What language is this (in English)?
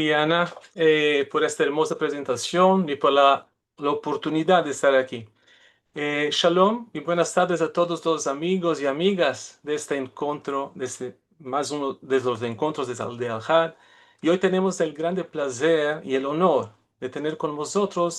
Ladino